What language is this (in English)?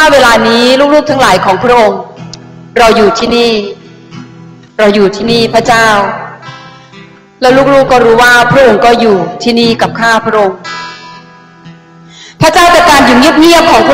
Thai